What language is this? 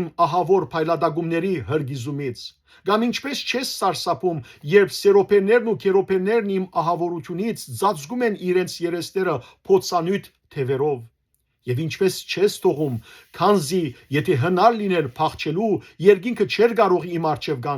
Western Armenian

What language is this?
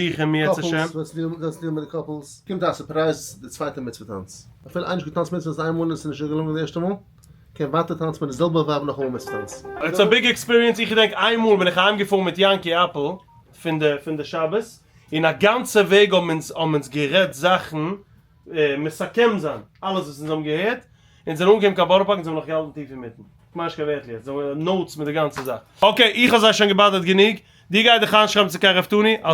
Yiddish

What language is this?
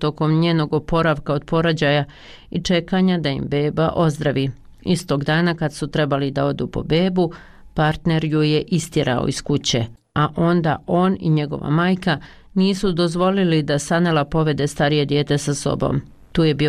Bosnian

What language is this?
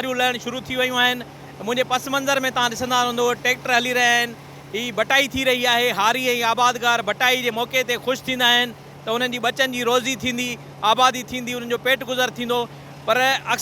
Sindhi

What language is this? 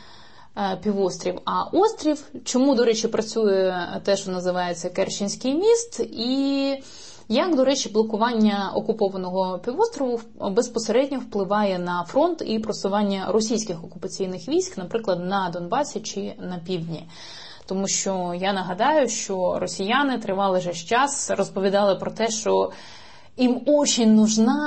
Ukrainian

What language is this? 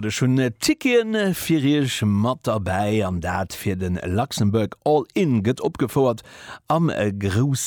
Luxembourgish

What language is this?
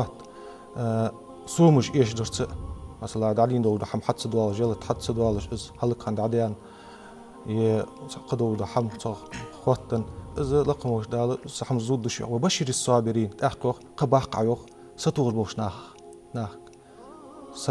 Ingush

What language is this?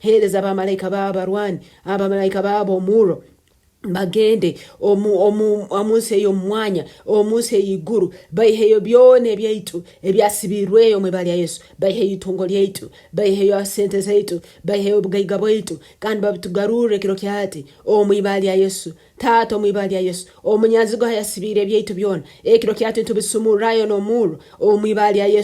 Nyoro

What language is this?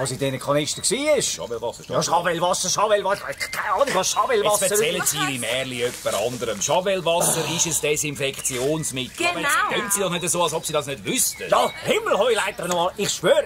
Swiss German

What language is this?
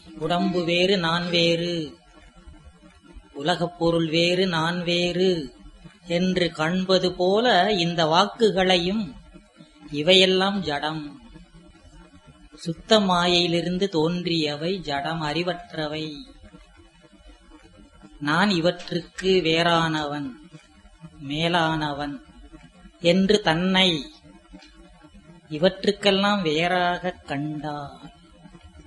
Tamil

